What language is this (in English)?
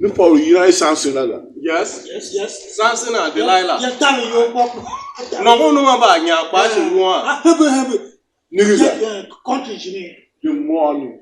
Tiv